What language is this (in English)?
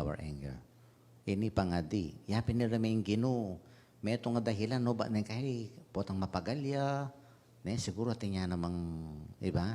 Pampanga